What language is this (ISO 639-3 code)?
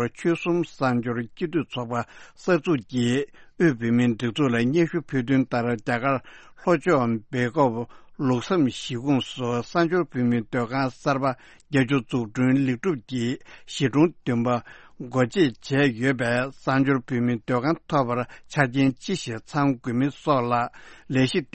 bod